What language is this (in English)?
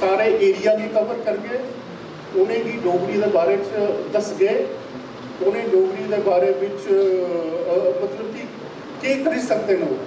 Dogri